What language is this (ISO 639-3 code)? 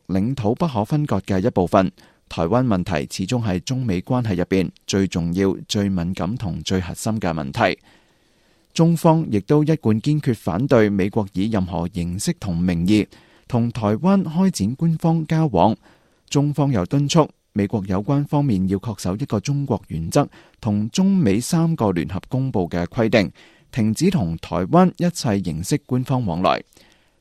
yue